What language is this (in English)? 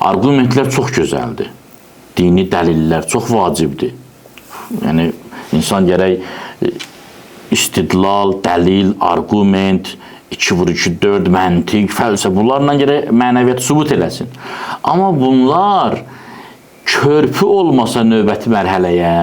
Azerbaijani